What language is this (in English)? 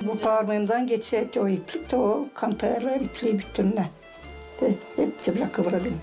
Gagauz